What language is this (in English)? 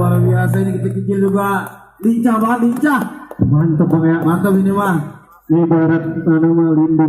Betawi